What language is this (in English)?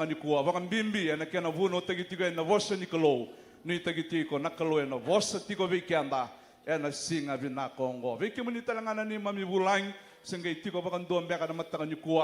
Fijian